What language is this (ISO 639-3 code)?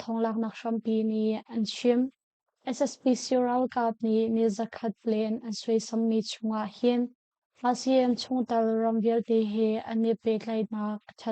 cnh